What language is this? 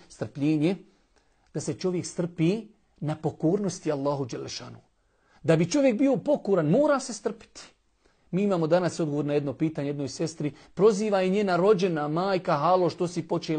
Bosnian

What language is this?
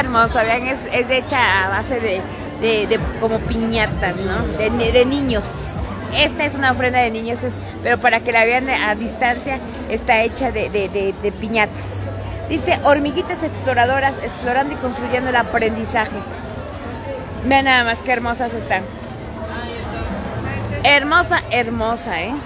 Spanish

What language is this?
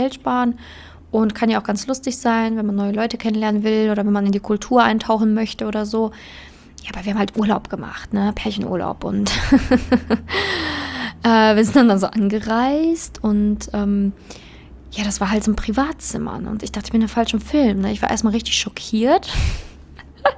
German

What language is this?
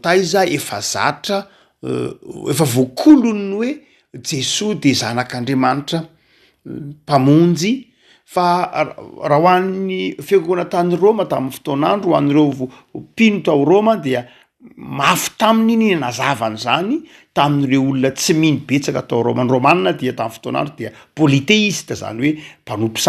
Malagasy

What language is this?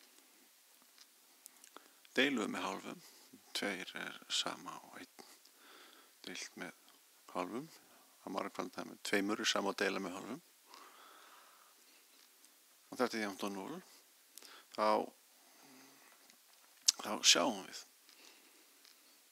Icelandic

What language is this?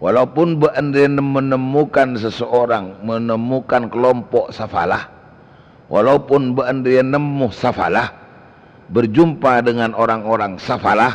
Madurese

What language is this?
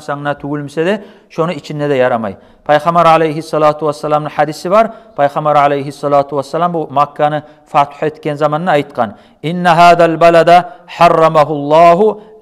Kumyk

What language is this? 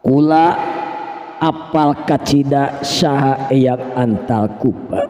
Sundanese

